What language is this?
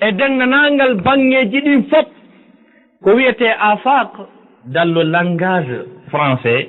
Fula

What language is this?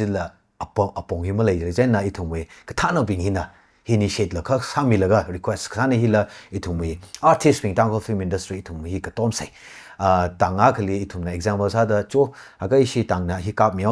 Tangkhul Naga (India)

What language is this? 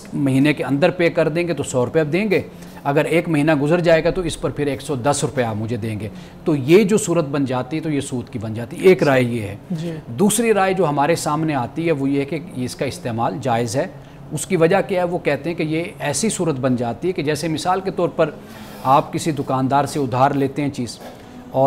Urdu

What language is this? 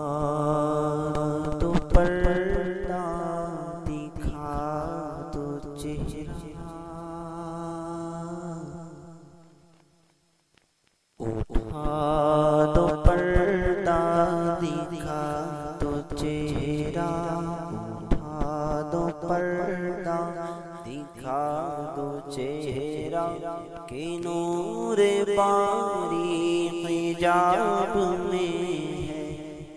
Urdu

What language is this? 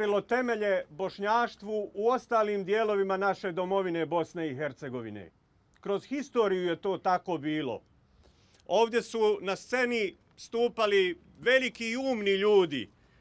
Bosnian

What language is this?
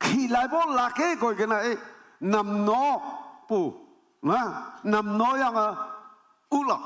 Naga Pidgin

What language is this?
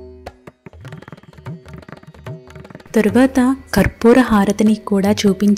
Telugu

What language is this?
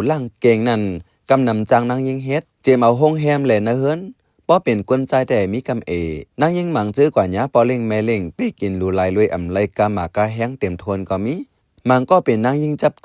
Shan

